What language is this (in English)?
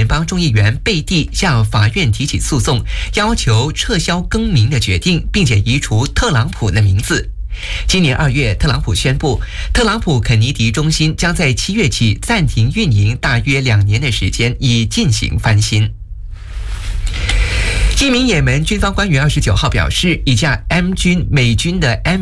Chinese